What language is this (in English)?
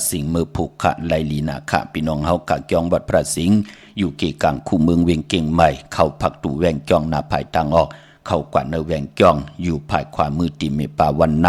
Shan